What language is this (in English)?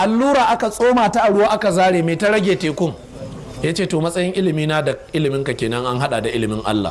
Hausa